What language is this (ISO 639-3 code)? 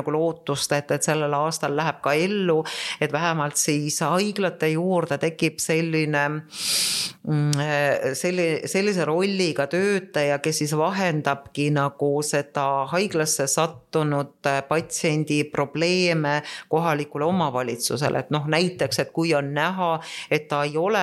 est